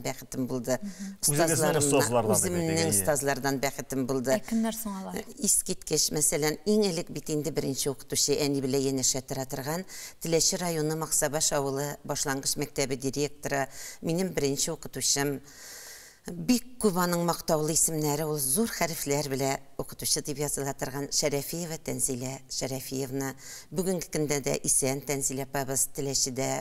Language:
Tatar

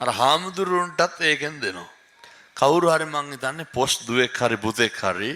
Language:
Sinhala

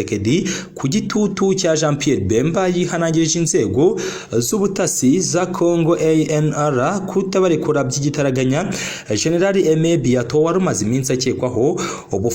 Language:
Kinyarwanda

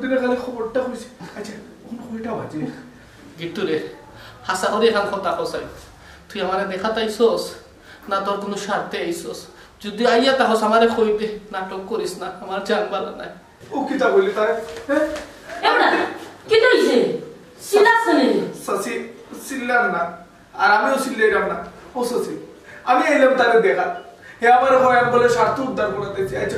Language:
Sylheti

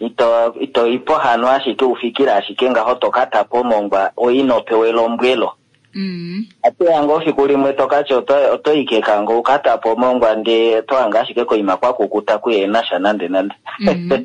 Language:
Kuanyama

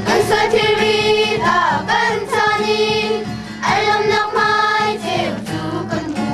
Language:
Hakha Chin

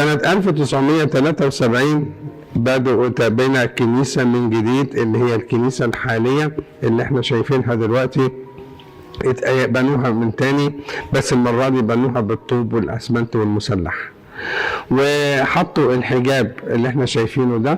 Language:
Egyptian Arabic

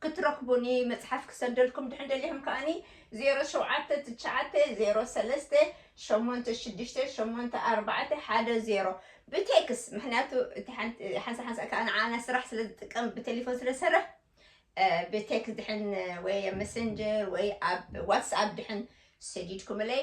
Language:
Tigrinya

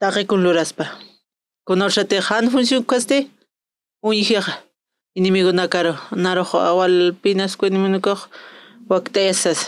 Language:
Aymara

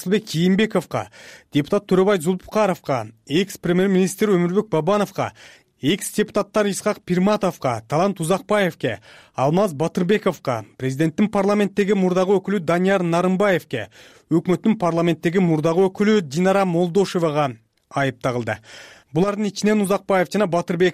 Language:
Kyrgyz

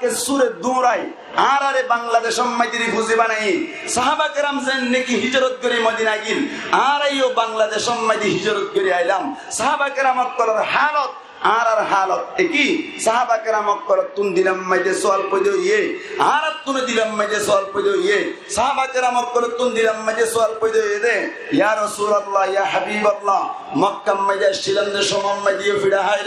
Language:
Rohingya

